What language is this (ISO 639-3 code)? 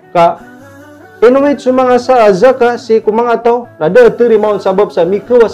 mrw